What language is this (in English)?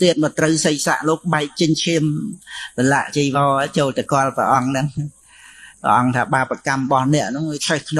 Khmer